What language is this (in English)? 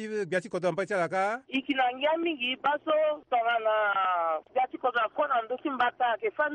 Sango